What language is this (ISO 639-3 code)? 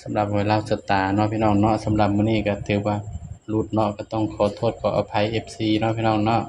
tts